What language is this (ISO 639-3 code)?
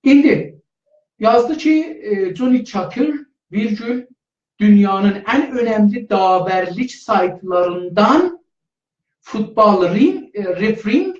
azb